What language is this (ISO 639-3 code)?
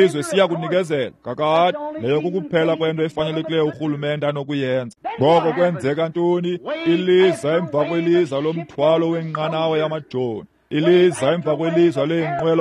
xho